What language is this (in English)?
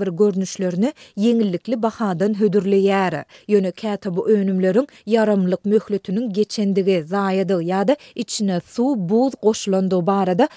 Turkmen